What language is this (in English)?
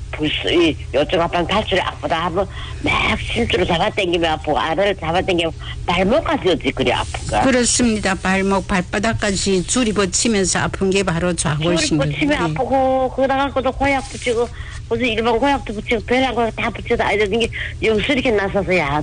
Korean